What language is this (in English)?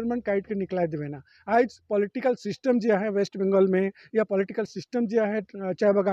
Sadri